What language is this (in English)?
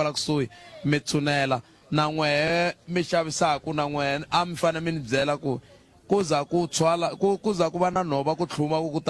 Tsonga